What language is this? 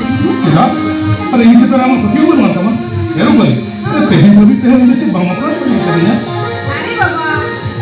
Santali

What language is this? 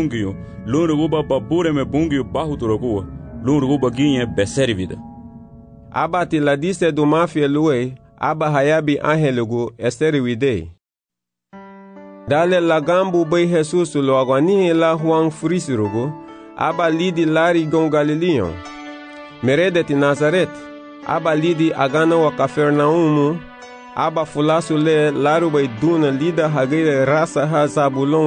Garifuna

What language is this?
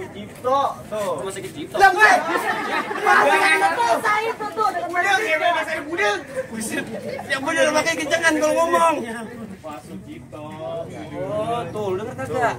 Betawi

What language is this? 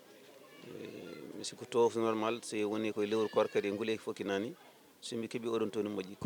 Fula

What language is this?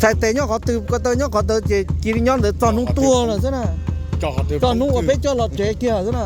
Hmong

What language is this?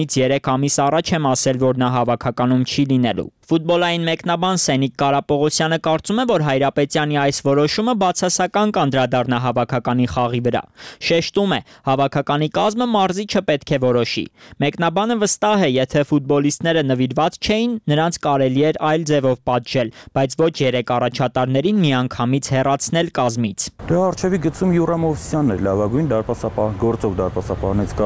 Armenian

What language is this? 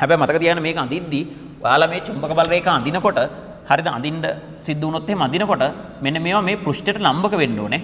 Sinhala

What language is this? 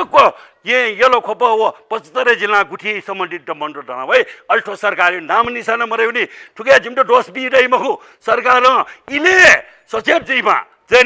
Newari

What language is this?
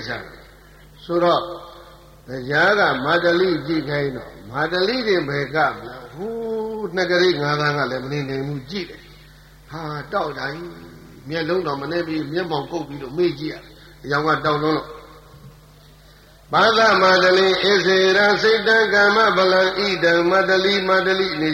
Burmese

